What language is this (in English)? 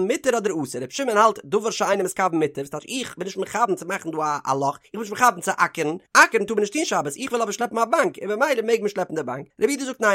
Yiddish